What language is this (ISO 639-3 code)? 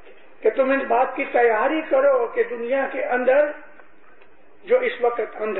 urd